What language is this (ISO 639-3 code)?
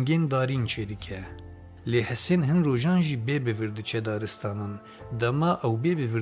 kur